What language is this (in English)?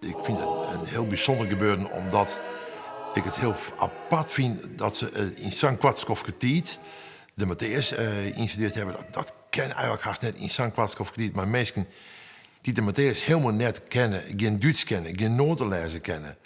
Western Frisian